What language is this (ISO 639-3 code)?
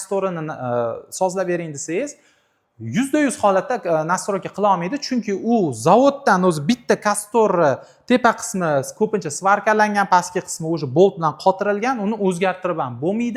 uzb